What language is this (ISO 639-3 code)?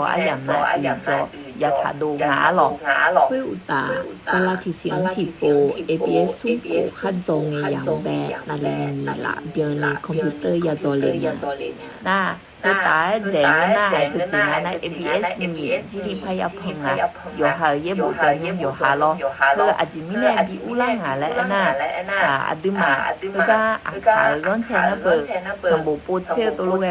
ahk